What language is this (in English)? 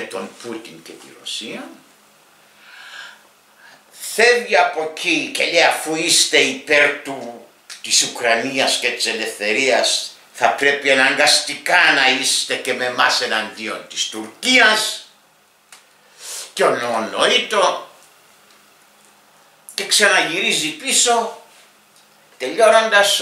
Greek